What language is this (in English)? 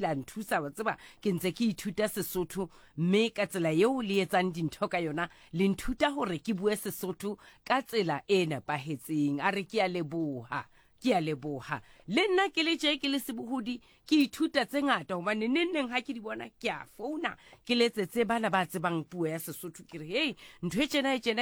Southern Sotho